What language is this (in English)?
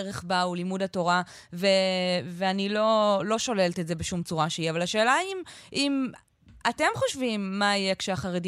Hebrew